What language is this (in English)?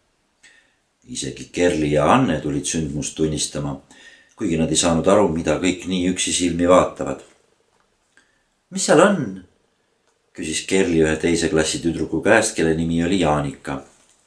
Estonian